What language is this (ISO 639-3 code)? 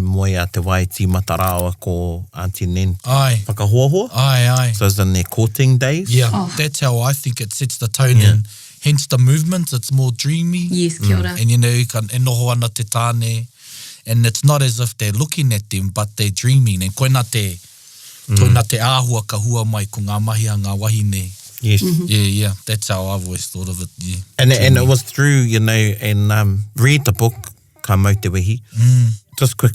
mri